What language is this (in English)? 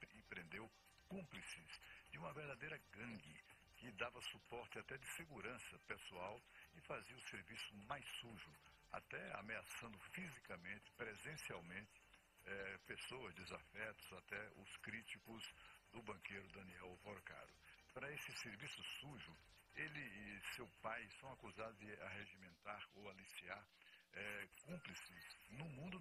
Portuguese